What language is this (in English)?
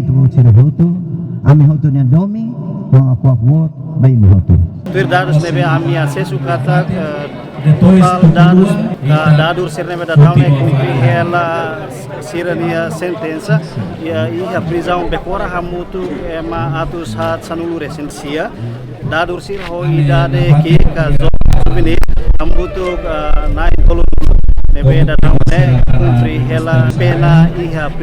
Tetum